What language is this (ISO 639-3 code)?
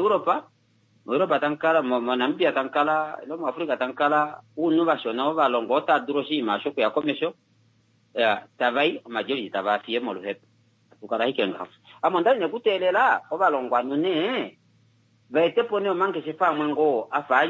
kua